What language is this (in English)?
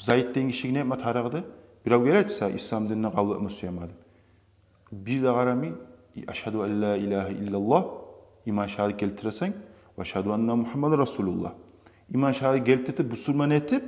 Kumyk